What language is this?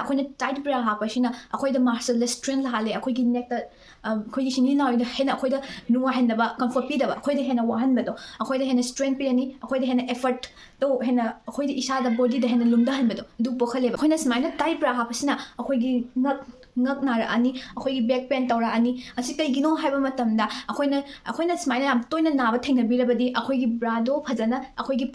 Manipuri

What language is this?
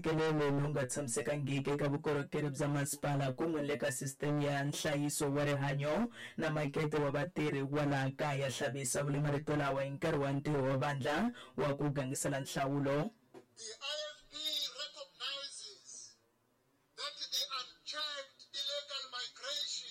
Tsonga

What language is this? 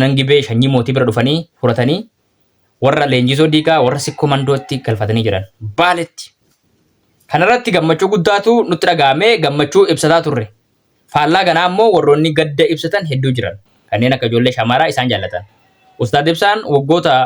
Oromo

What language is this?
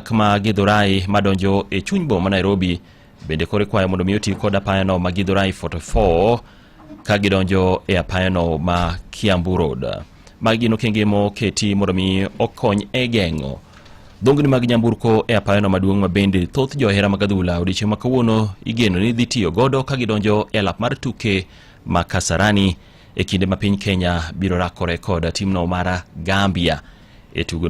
Luo (Kenya and Tanzania)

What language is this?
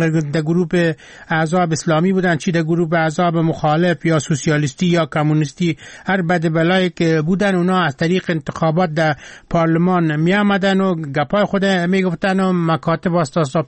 Persian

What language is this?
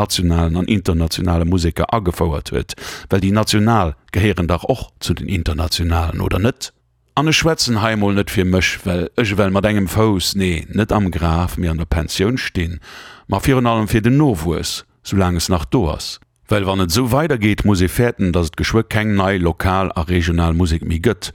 Luxembourgish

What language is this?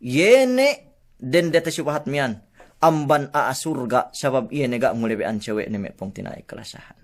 Yakan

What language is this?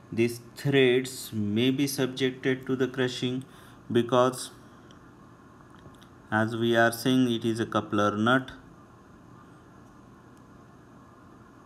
English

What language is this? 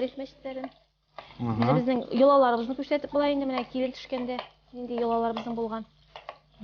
Tatar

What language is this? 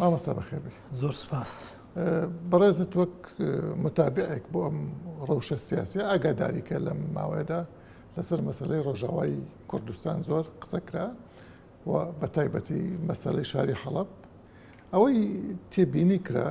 Central Kurdish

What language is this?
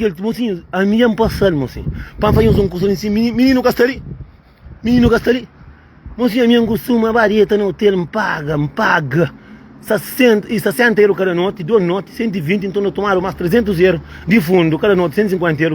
Kabuverdianu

